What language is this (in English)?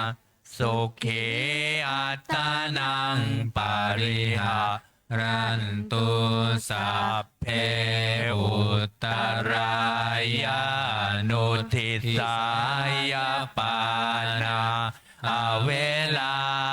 Pali